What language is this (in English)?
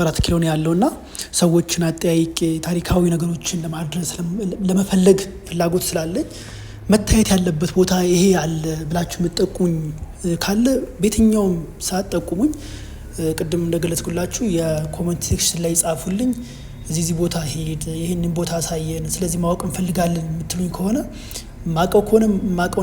Amharic